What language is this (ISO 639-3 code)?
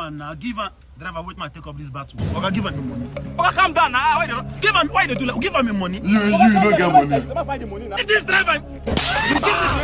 pcm